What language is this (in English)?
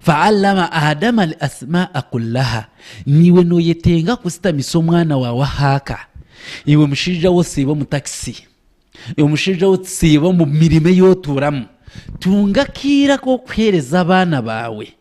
Nyankole